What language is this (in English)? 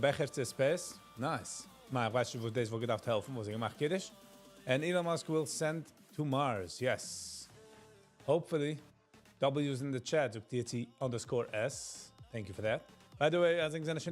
Yiddish